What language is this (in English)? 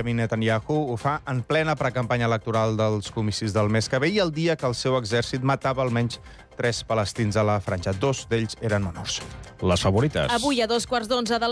Catalan